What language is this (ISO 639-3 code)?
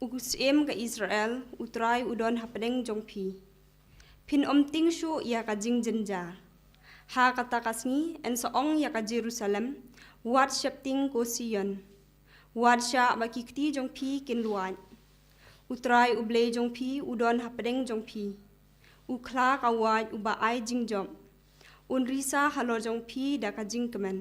kha